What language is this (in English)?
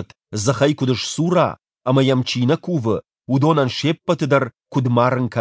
Ossetic